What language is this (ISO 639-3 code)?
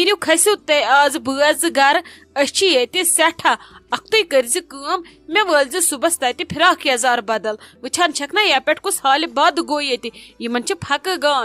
kas